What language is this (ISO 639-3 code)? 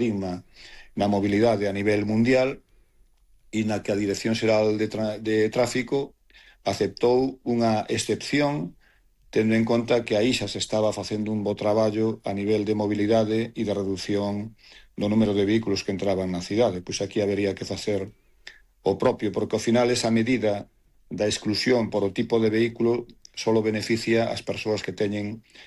glg